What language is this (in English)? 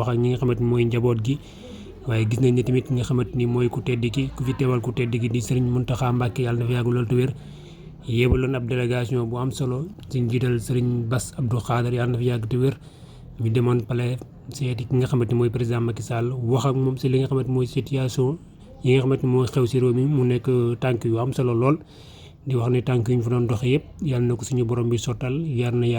Wolof